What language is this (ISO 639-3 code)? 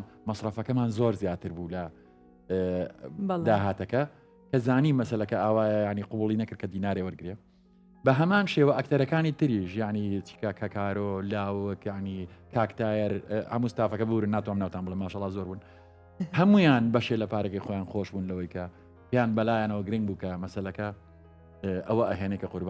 ckb